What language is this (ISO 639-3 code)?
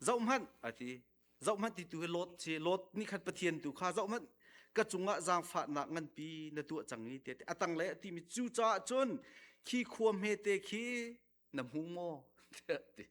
cnh